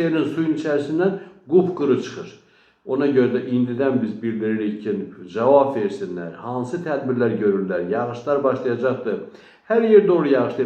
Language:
Azerbaijani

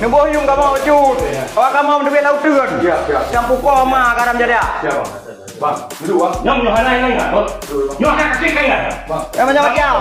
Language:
Achinese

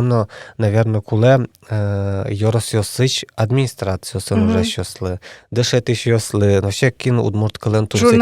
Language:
Udmurt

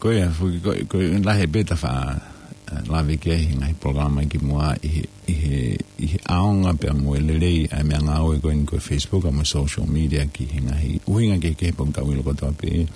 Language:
Tongan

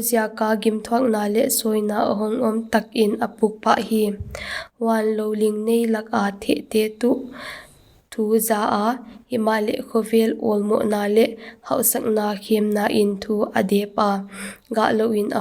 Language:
Paite Chin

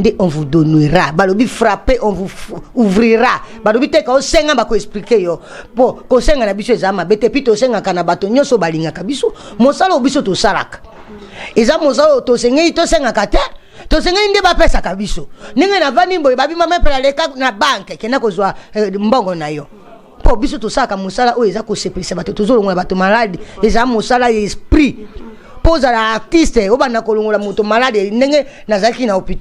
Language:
Lingala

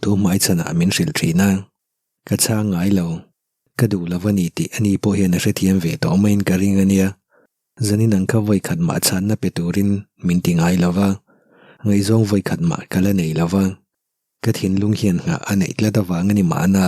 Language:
Mizo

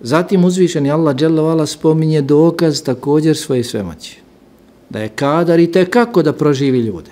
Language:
Bosnian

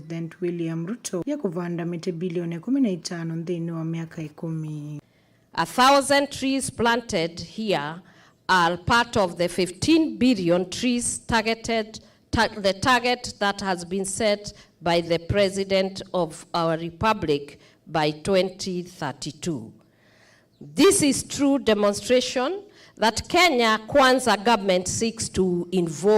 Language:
Kamba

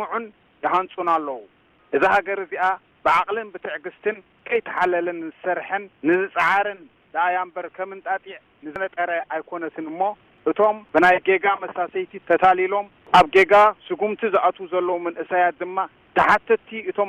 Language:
Tigrinya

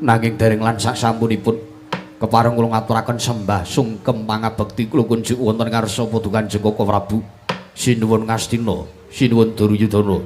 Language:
Javanese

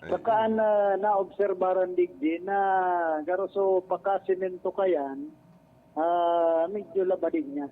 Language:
Bikol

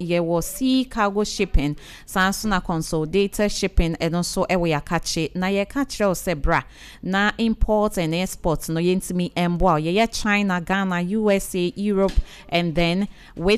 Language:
Akan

